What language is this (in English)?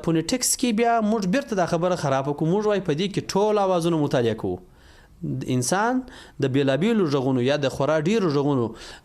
Pashto